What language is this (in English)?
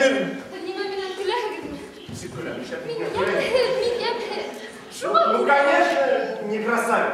Bashkir